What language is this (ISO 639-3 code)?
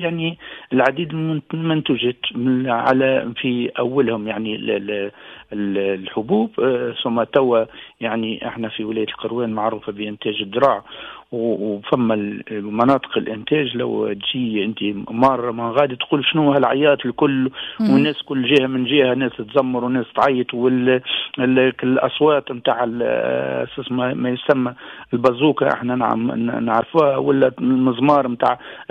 aeb